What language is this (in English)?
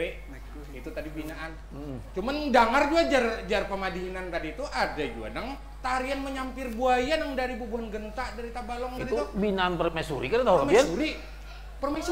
Banjar